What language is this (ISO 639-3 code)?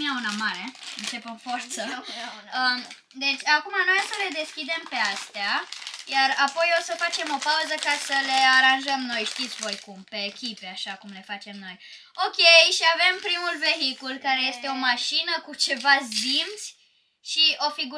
ron